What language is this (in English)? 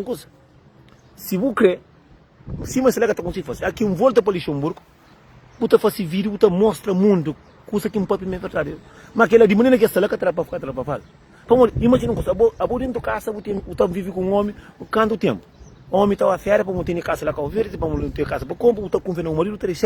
Kabuverdianu